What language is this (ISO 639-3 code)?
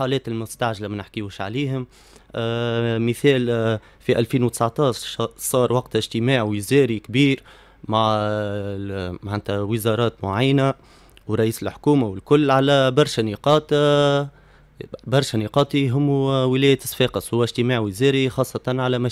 aeb